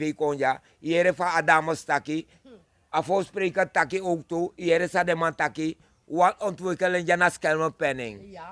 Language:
Sranan Tongo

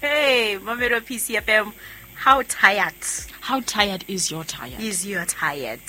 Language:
Southern Sotho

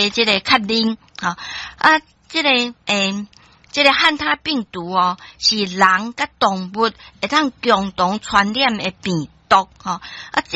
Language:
Min Nan Chinese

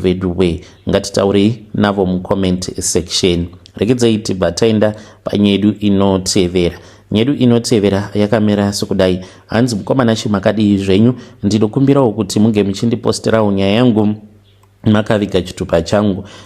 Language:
Shona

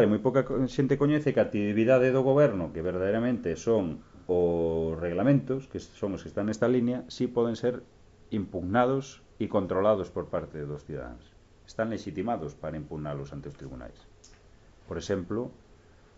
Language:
Galician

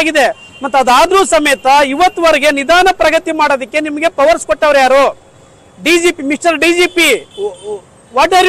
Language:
Kannada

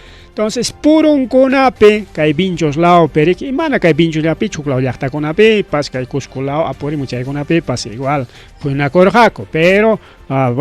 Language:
Ayacucho Quechua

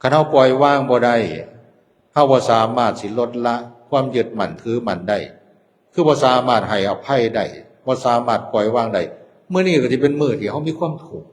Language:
Northeastern Thai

